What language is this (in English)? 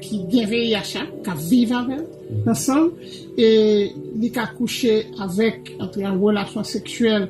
Haitian Creole